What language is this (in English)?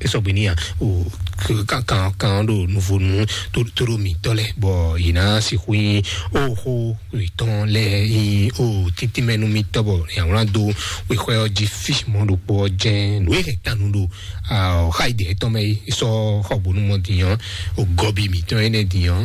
Fon